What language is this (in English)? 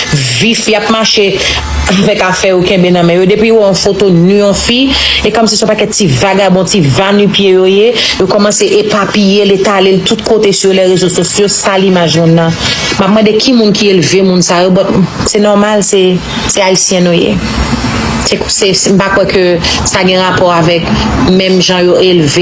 Haitian Creole